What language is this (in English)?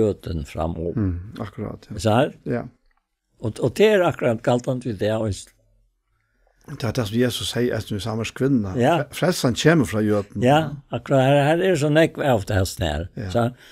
Faroese